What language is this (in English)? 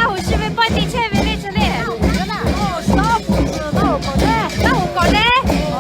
Lahu